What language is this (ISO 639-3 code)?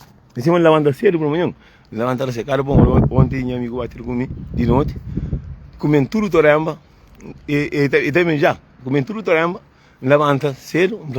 kea